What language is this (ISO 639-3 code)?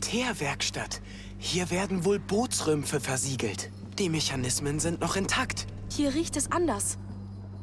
bar